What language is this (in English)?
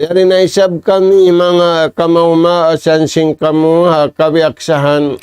Tausug